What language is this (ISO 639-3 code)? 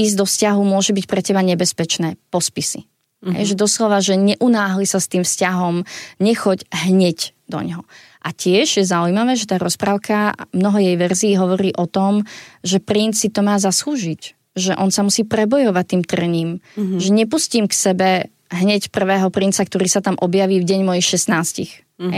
slk